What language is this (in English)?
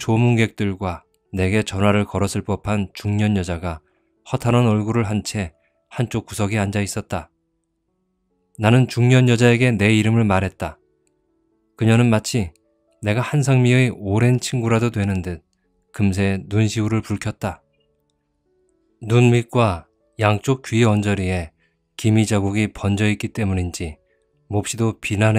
Korean